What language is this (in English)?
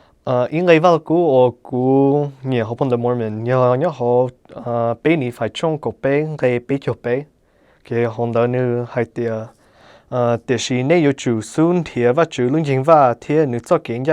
Hmong